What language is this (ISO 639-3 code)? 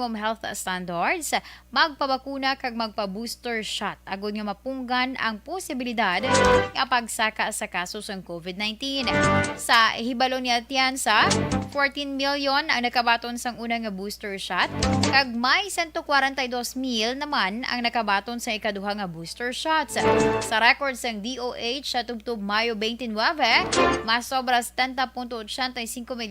hil